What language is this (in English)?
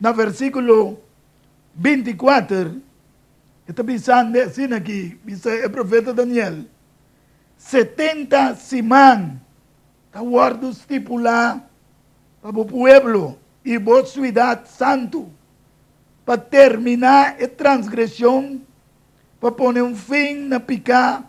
Papiamento